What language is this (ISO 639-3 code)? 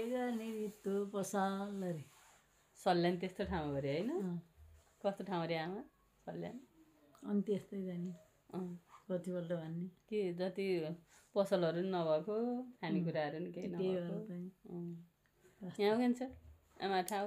nep